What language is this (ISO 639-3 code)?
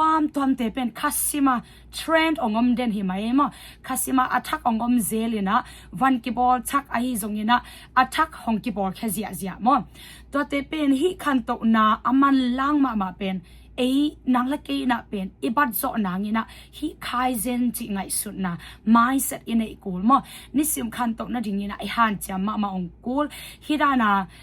ctd